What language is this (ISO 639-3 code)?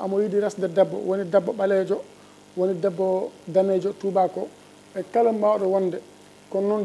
ful